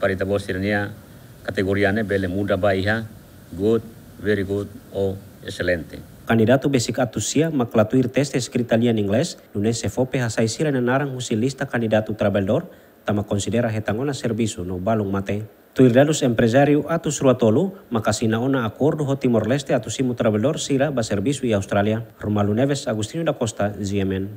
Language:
Tetum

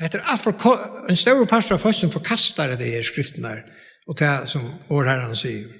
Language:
Faroese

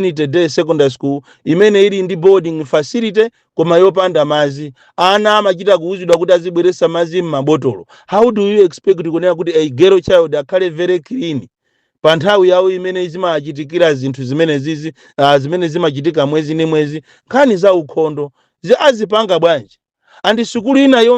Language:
Nyanja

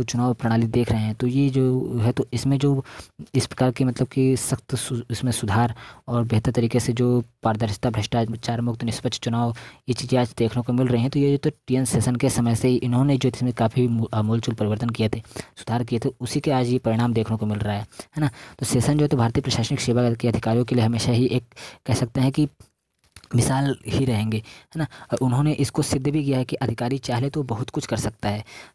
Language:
Hindi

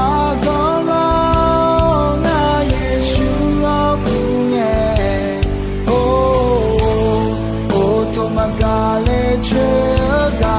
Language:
Akha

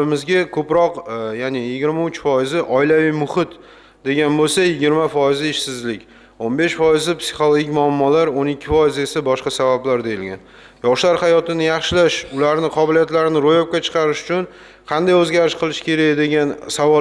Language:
Uzbek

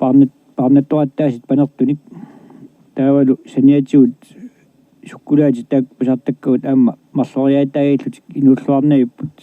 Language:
Kalaallisut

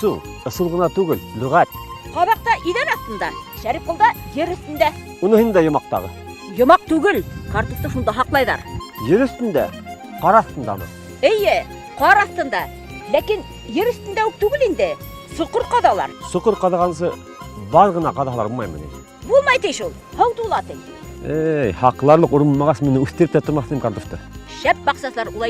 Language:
Bashkir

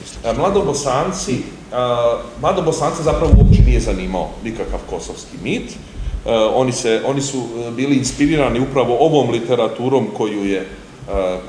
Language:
Serbian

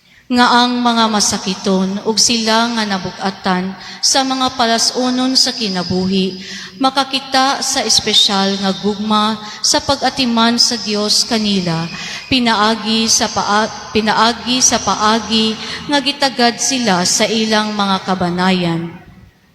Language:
Cebuano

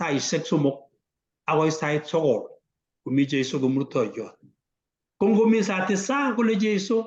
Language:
Kalenjin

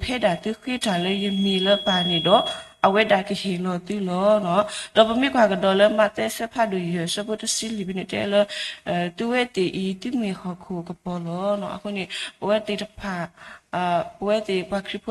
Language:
S'gaw Karen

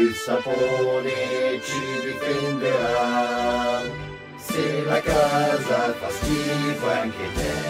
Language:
Italian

